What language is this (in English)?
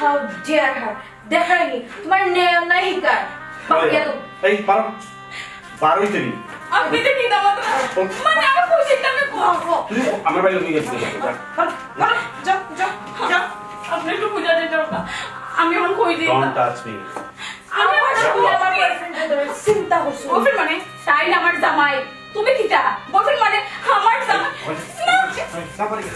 Sylheti